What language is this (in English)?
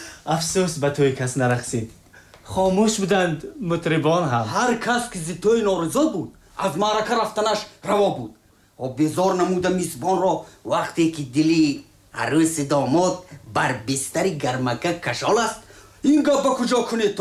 Tajik